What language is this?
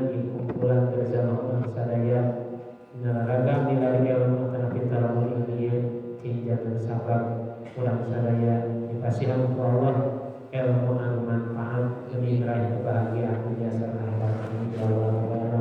Sundanese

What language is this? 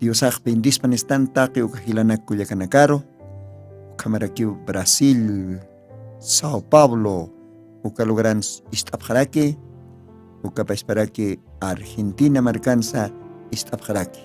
Aymara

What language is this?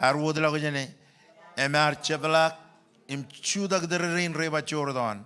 Marshallese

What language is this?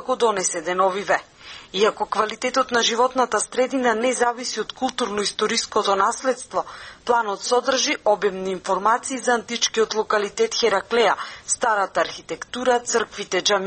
Macedonian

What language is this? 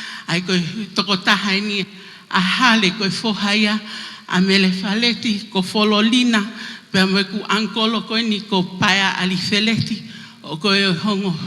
Tongan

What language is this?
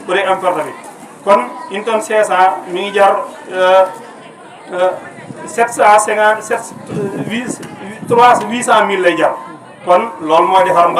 Wolof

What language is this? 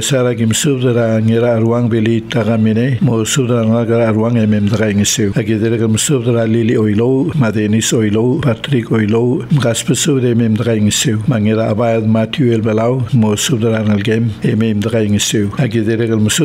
Palauan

